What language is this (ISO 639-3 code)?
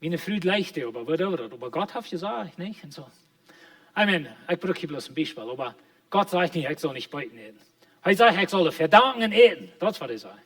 pdt